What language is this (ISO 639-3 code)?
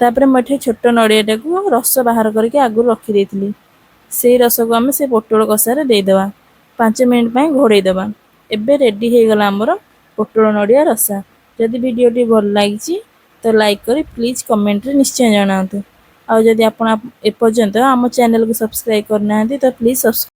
ori